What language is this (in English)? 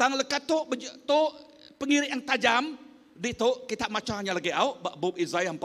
Iban